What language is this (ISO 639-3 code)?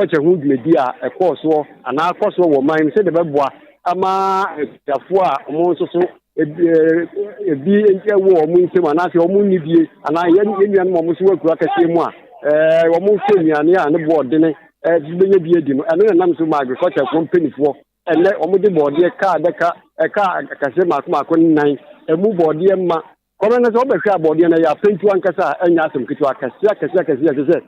aka